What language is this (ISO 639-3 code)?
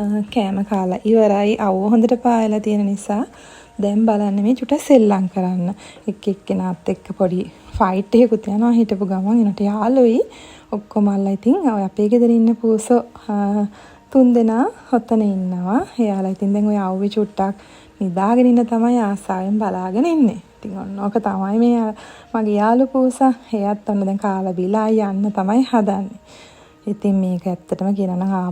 sin